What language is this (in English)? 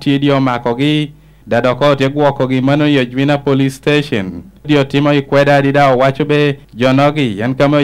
Lango (Uganda)